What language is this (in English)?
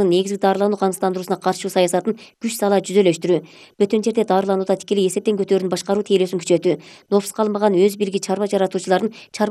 Kyrgyz